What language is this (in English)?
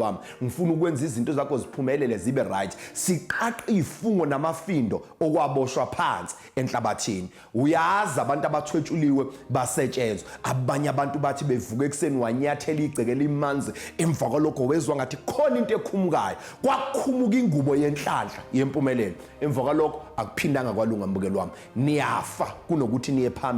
Zulu